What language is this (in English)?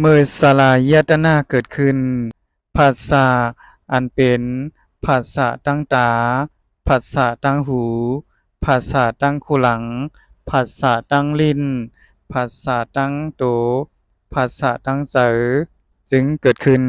Shan